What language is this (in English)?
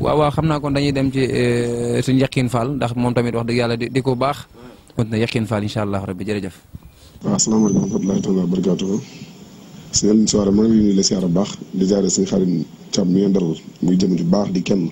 Wolof